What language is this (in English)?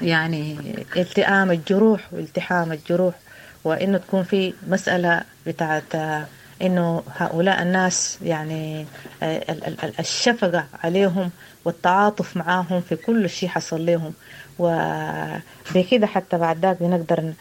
Sudanese Arabic